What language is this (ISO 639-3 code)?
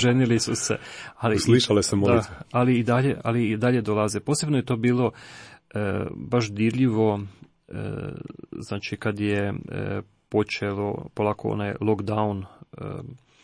hrv